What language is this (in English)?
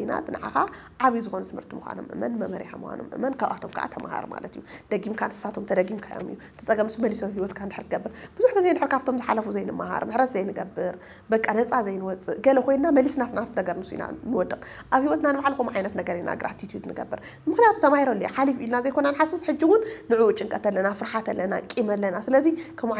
Tigrinya